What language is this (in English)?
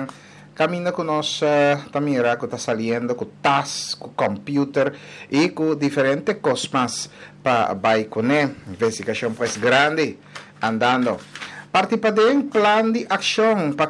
Papiamento